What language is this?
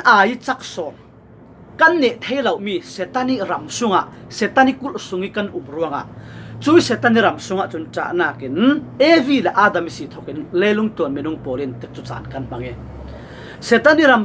Falam Chin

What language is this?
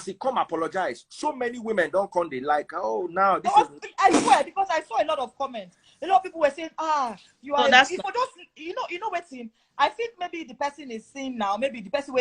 Nigerian Pidgin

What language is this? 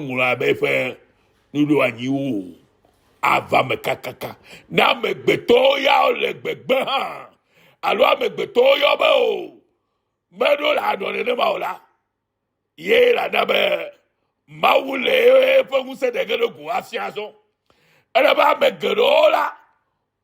Ewe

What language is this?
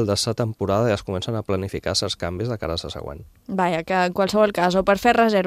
Catalan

